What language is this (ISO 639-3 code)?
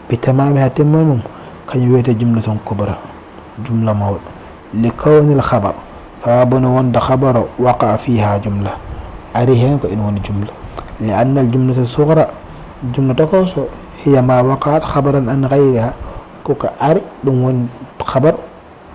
ful